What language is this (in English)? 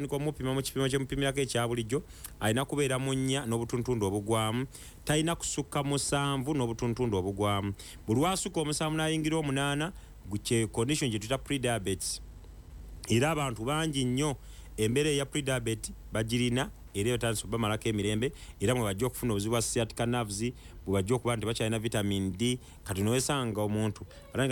Ganda